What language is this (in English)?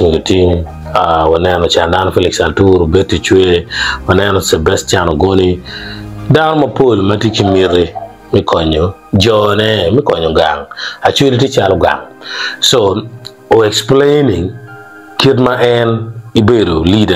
Acoli